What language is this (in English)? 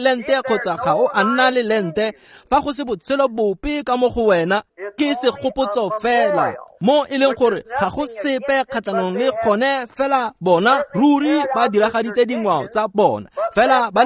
Tswana